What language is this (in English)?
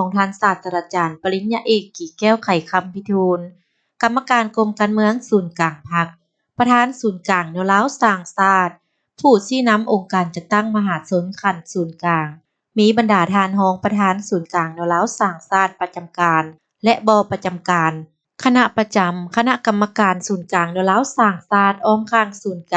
Lao